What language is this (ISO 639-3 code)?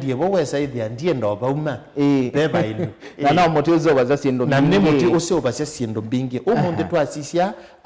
kam